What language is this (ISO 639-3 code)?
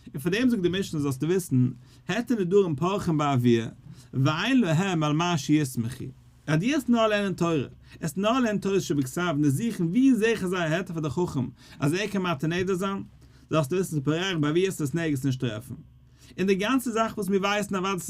yid